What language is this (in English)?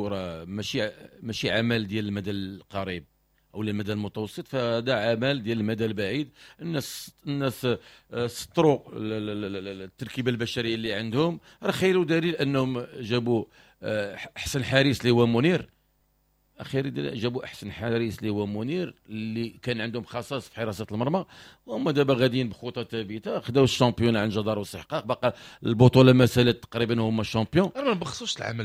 Moroccan Arabic